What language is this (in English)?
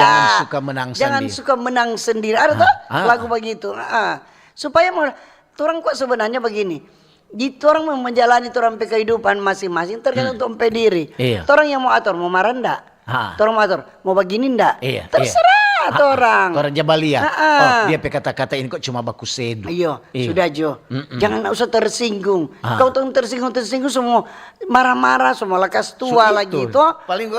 Manado Malay